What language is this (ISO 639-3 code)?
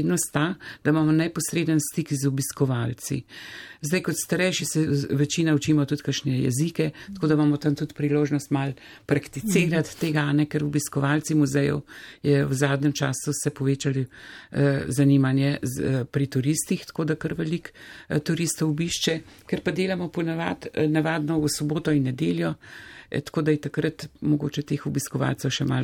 slv